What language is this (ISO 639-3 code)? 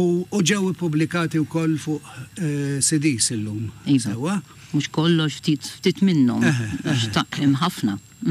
mlt